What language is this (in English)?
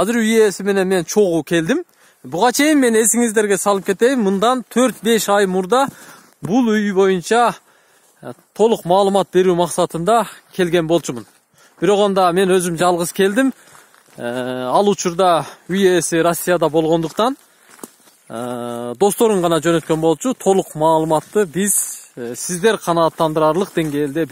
Kyrgyz